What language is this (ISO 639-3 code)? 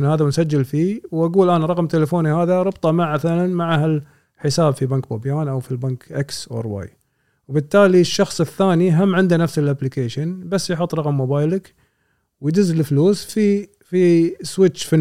afb